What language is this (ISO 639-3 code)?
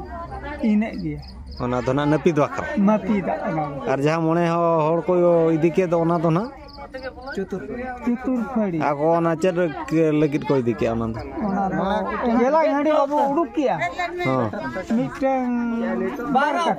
sat